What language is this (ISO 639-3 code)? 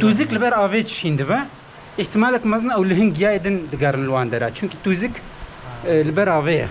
kur